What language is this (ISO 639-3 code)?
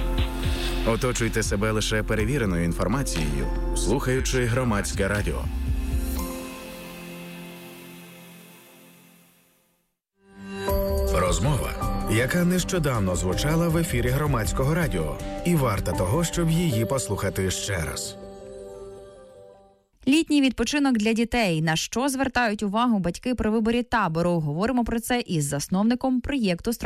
ukr